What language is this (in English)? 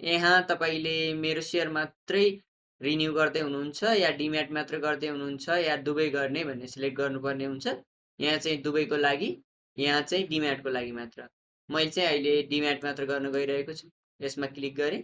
Nepali